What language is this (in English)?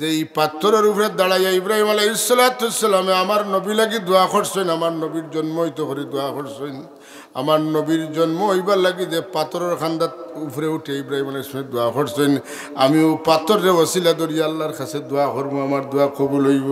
Sylheti